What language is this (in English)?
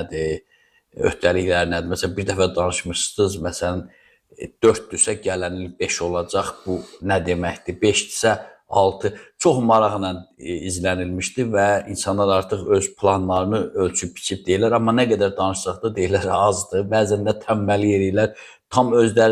Azerbaijani